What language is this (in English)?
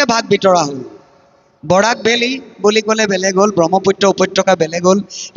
Assamese